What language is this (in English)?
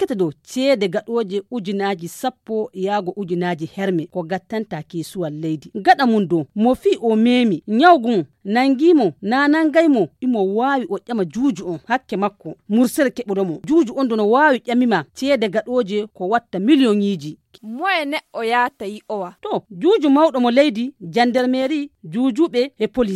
Nigerian Fulfulde